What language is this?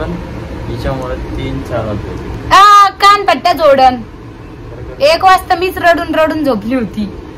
Marathi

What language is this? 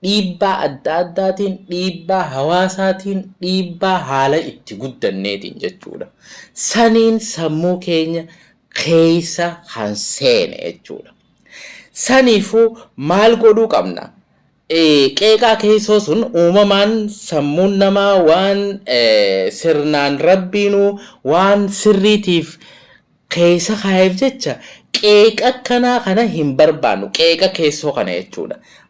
Oromo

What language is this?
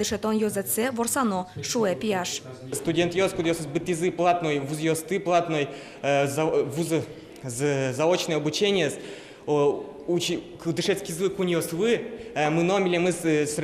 Udmurt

